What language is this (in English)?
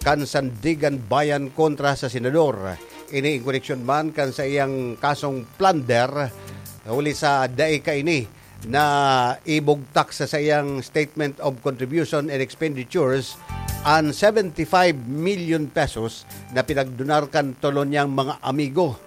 Bikol